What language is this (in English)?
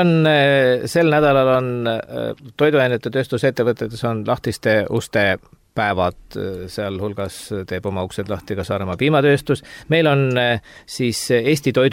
Estonian